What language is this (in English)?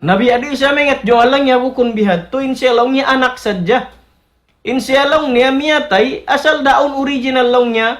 Tausug